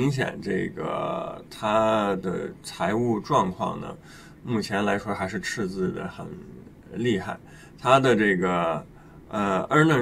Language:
Chinese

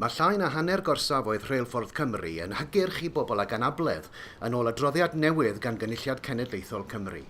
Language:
Welsh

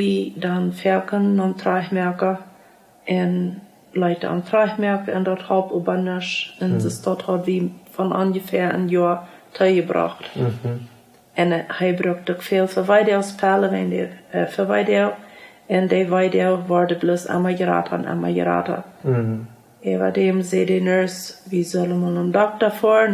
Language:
Plautdietsch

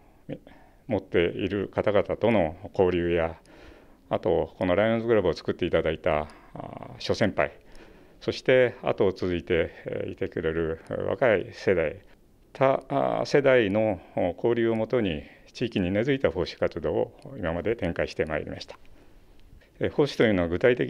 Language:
Japanese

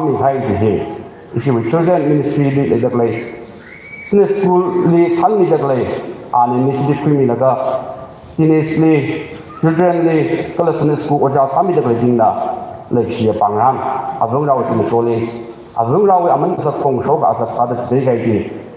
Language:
Tangkhul Naga (India)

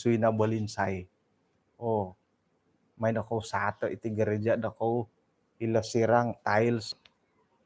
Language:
Central Dusun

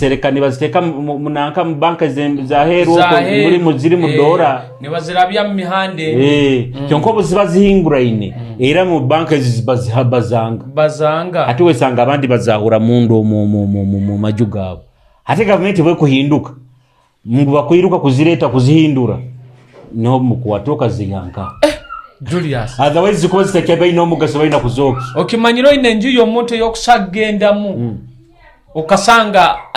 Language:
Nyoro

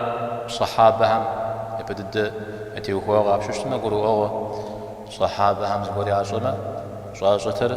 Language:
Kabardian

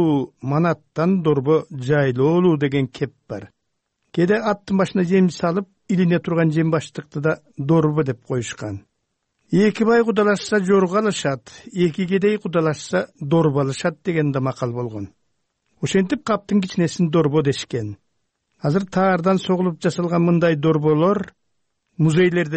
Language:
Kyrgyz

